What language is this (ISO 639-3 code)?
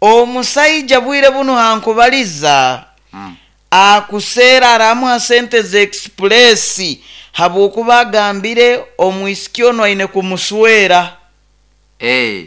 nyo